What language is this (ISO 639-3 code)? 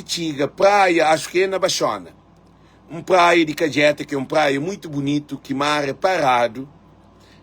kea